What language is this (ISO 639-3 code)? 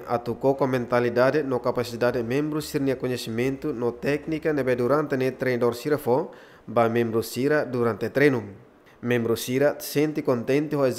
tet